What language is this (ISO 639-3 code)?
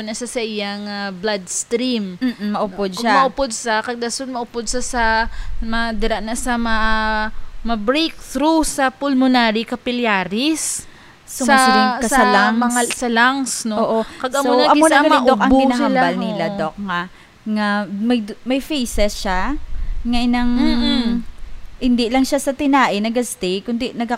hil